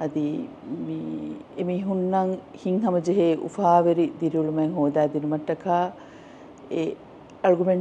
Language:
Divehi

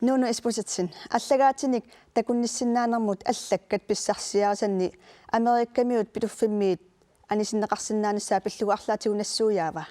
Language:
Kalaallisut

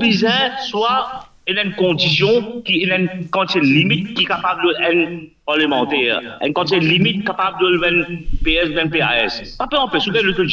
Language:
Morisyen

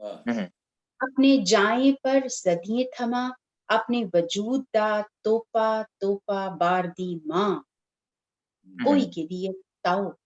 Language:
Dogri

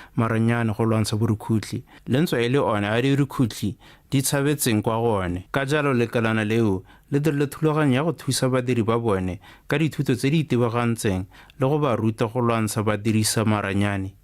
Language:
Tswana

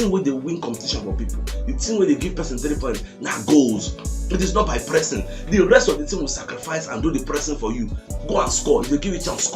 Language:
Nigerian Pidgin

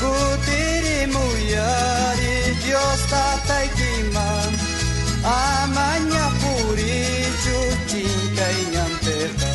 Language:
South Bolivian Quechua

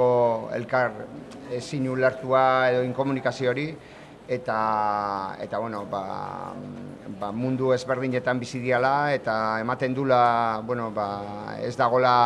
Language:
Basque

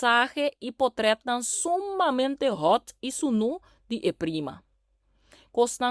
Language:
Papiamento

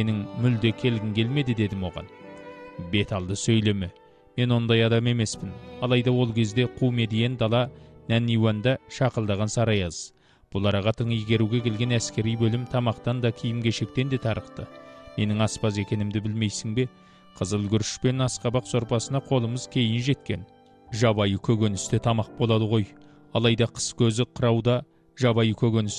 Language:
Kazakh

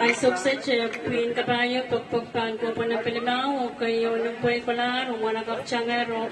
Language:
Pohnpeian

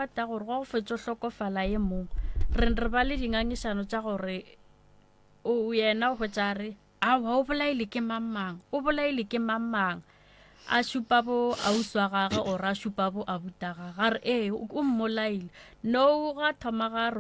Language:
Northern Sotho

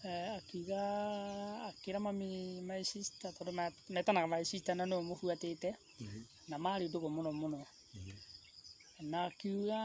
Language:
Kikuyu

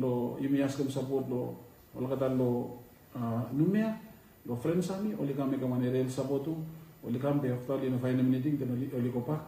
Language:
Bislama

